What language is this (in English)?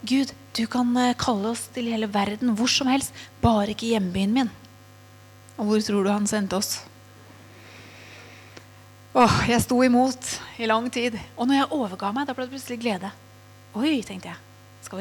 Norwegian